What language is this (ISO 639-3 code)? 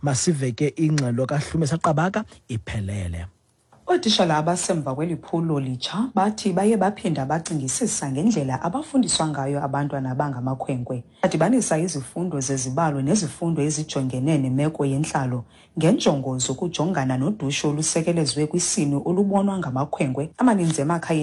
xho